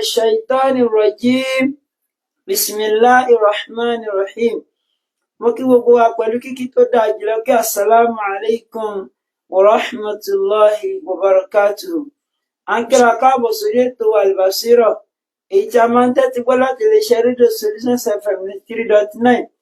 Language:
Yoruba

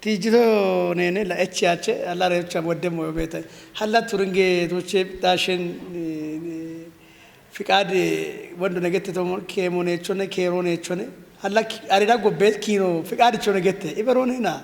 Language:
Kafa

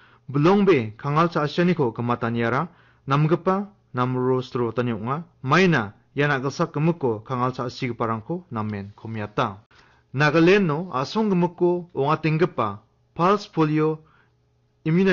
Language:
Garo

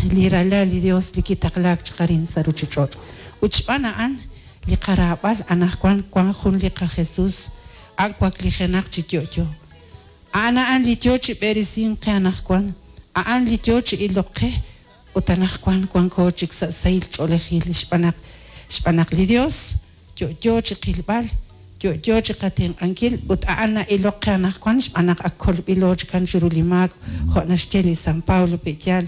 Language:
Kekchí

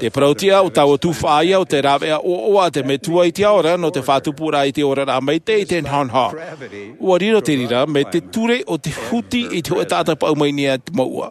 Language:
Tahitian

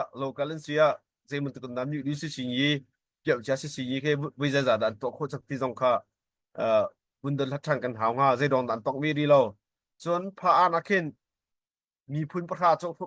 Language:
Hakha Chin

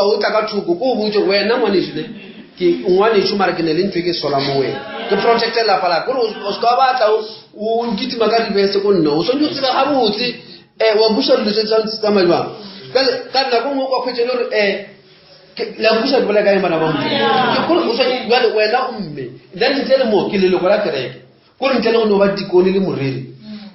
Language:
Northern Sotho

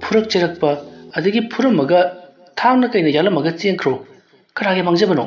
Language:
Manipuri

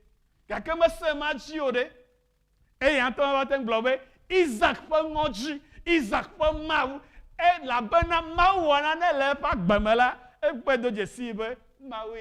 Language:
Ewe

